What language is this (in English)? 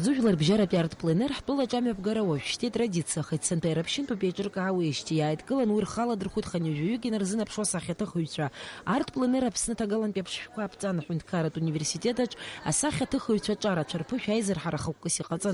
Abkhazian